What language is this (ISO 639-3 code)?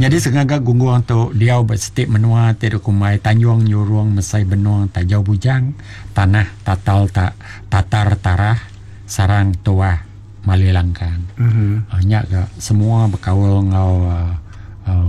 iba